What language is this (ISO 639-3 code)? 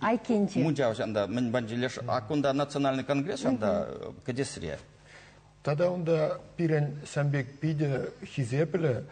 chv